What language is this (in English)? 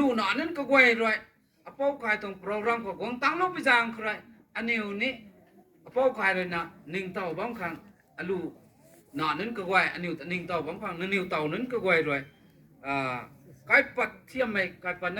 Rongmei Naga